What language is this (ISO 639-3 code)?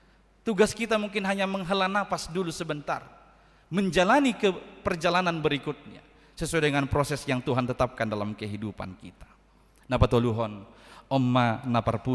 bbc